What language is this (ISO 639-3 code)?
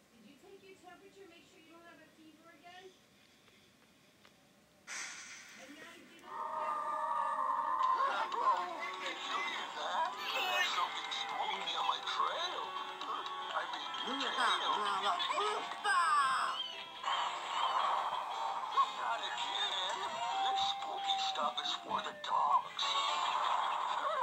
eng